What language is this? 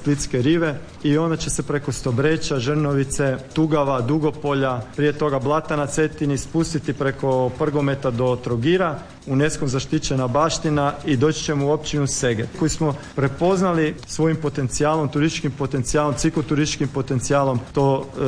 Croatian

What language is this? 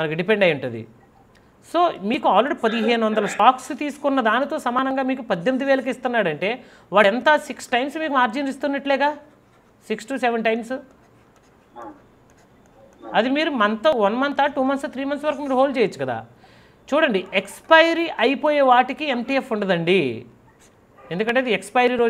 Telugu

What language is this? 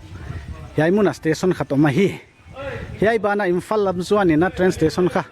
Paite Chin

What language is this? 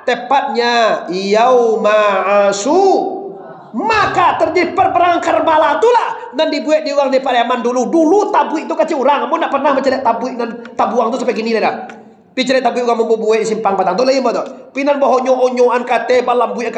Minangkabau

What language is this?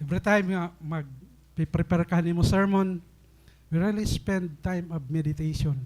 Waray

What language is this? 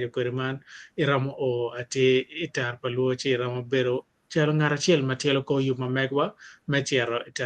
Acoli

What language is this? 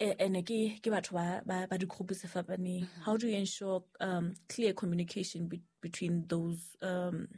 Southern Sotho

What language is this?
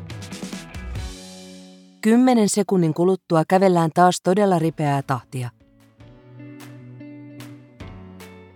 Finnish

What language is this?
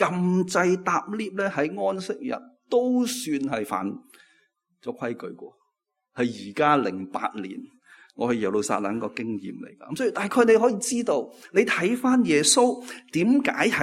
Cantonese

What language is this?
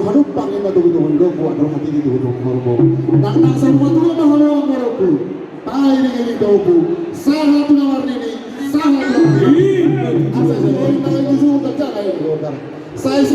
Batak Toba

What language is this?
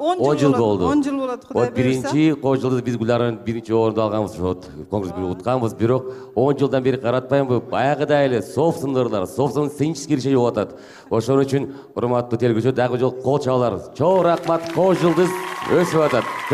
Kyrgyz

